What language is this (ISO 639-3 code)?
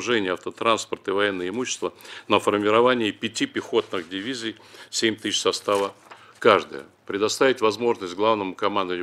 rus